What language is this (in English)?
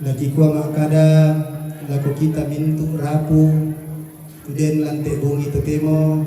Toraja-Sa'dan